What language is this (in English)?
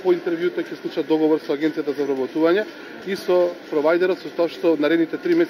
Macedonian